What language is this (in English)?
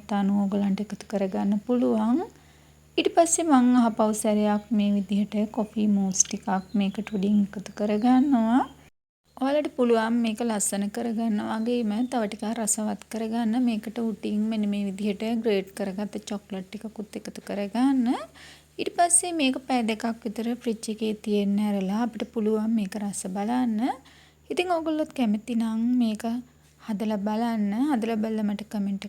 Sinhala